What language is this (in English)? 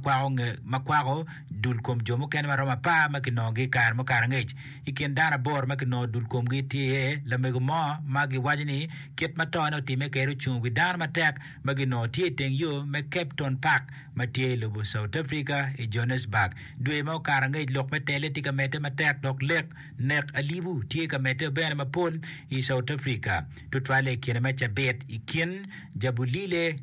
Acoli